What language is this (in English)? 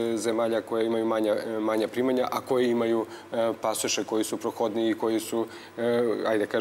Serbian